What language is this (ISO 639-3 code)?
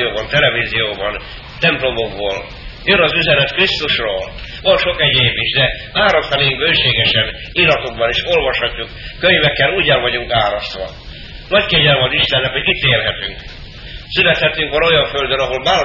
hun